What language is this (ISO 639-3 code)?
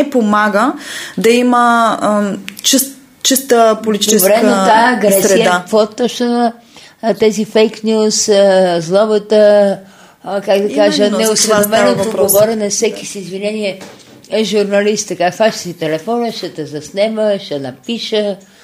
bul